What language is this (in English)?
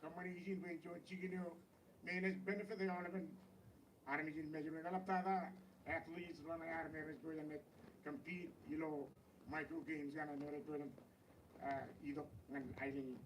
Marshallese